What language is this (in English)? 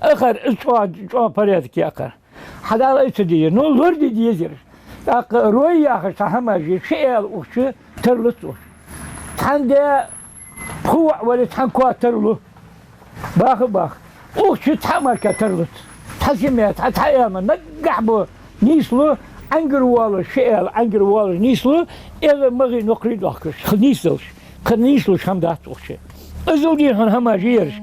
Ingush